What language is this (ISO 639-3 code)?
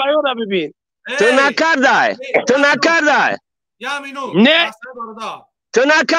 tgk